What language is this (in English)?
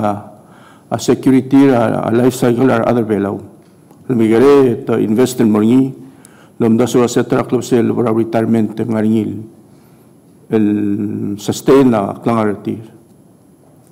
Palauan